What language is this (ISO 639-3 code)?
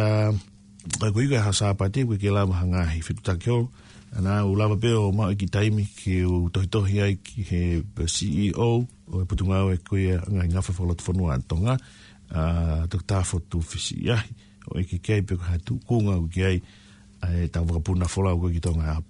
ton